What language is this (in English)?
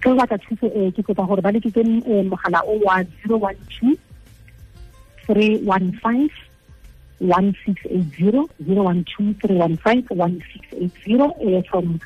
Tswana